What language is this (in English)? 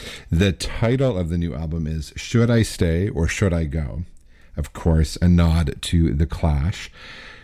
English